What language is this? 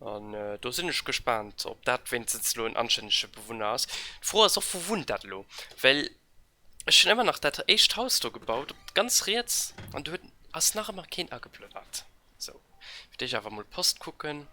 Luxembourgish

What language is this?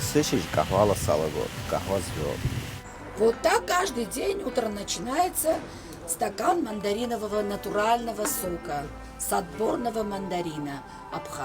Abkhazian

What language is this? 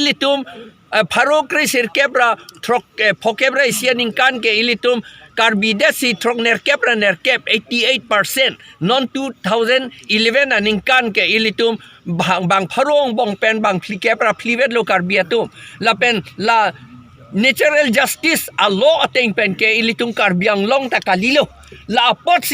Karbi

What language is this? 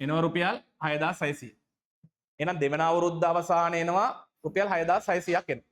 Sinhala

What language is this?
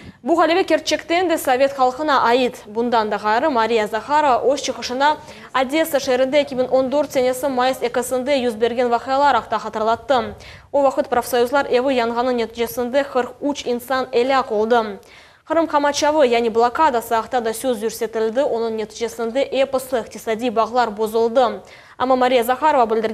Crimean Tatar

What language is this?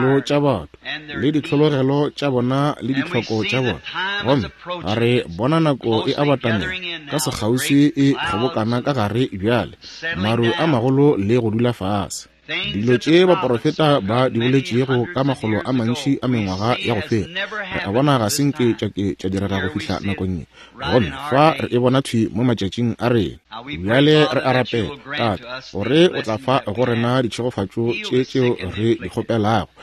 Northern Sotho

